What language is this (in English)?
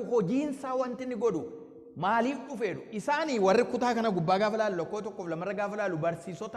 Oromo